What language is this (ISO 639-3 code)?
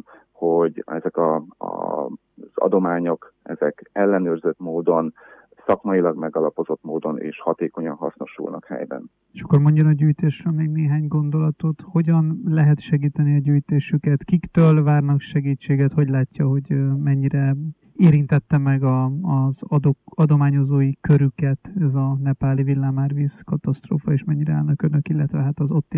hun